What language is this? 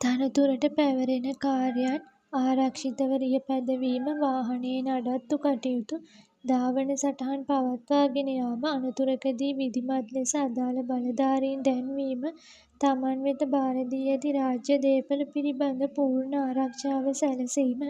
Sinhala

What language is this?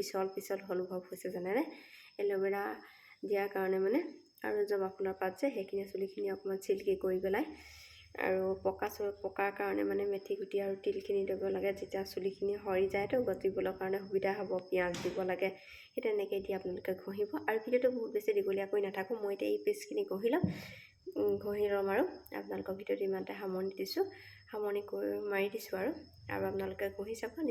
Assamese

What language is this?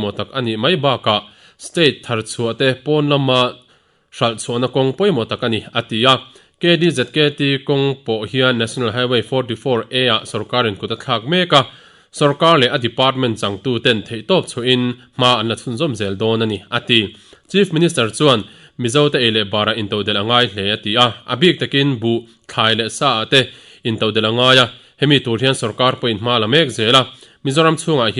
Mizo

